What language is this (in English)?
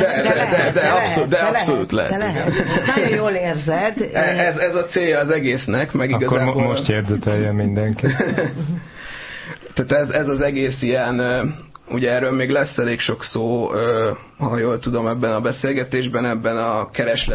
Hungarian